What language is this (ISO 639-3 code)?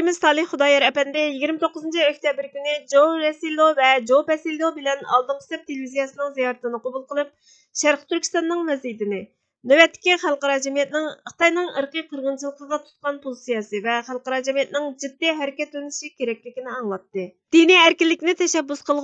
uig